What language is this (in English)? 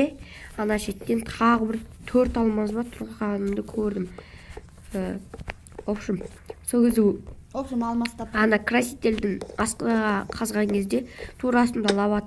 Kazakh